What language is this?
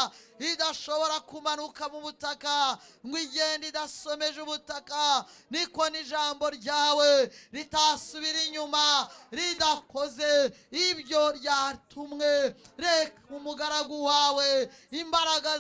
Kinyarwanda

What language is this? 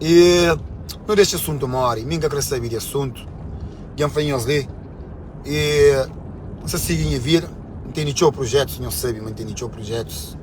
Kabuverdianu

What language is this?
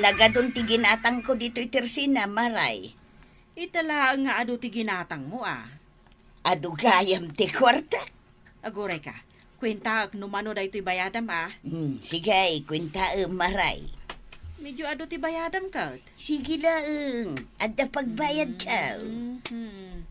Iloko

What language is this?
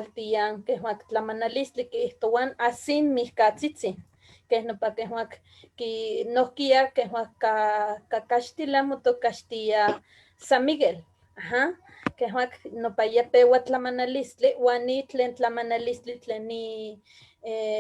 Eastern Huasteca Nahuatl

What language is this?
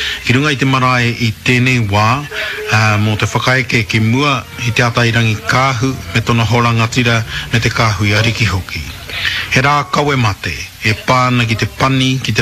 Māori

